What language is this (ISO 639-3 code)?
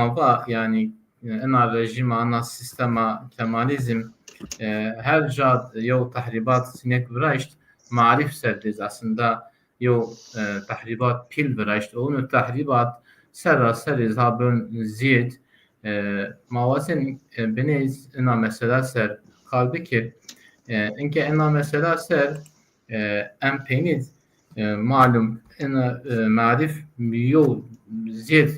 zza